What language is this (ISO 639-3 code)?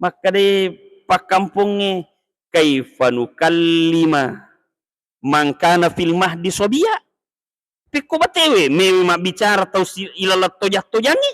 bug